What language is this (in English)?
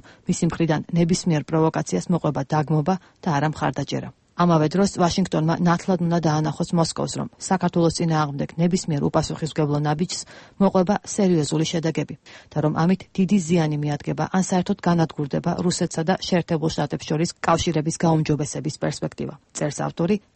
Georgian